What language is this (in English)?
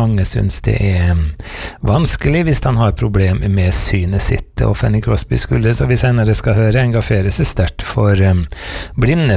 Norwegian